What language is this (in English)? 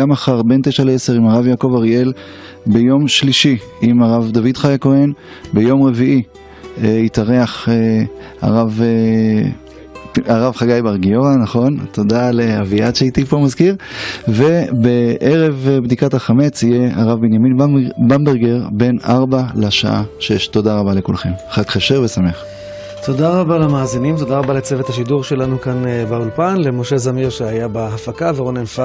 Hebrew